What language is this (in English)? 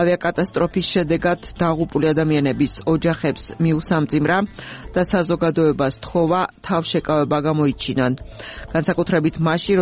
Georgian